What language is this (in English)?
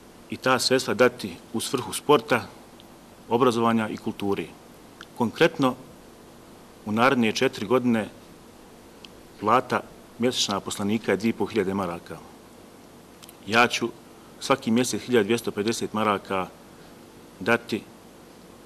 Bosnian